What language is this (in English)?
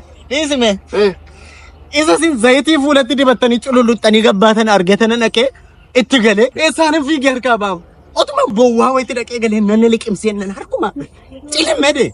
Oromo